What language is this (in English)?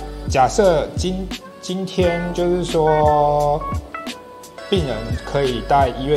Chinese